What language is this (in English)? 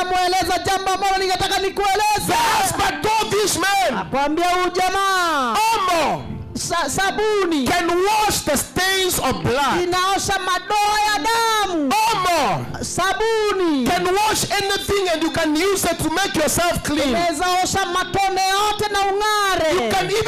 Swahili